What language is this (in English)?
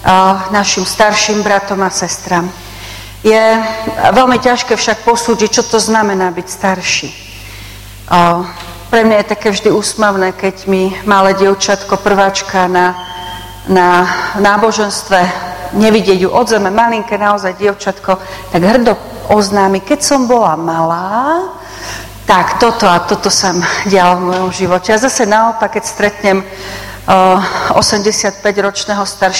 Slovak